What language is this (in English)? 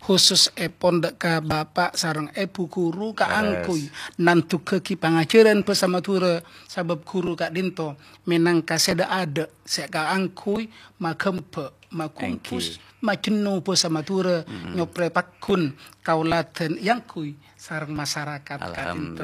Madurese